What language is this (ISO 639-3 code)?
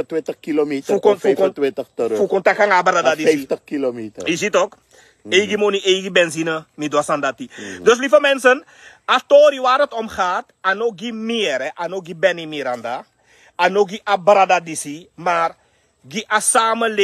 srn